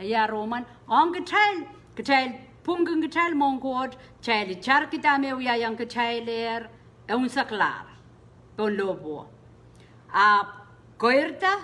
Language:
Pohnpeian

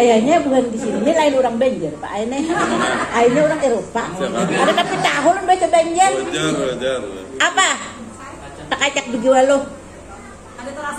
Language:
Banjar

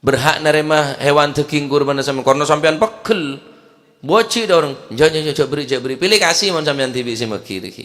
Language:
Madurese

